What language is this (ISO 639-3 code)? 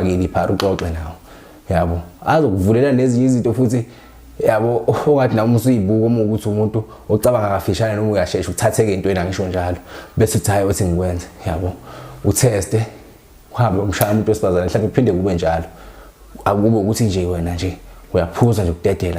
zul